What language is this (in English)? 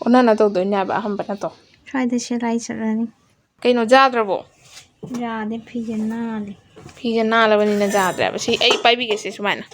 Manipuri